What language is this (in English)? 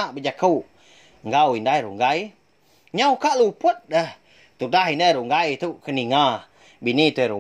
Iban